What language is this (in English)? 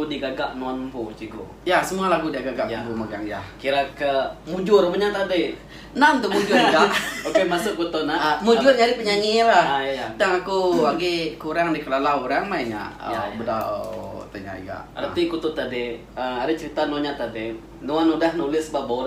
Iban